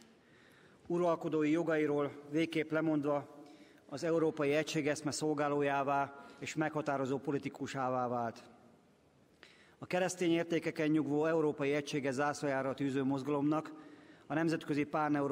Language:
Hungarian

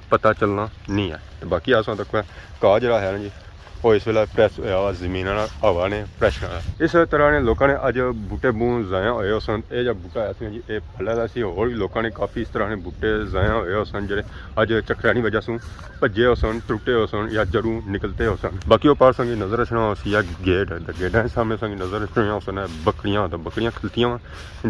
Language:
Pahari-Potwari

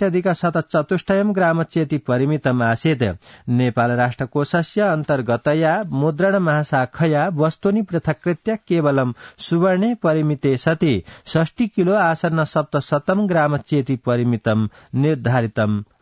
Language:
Sanskrit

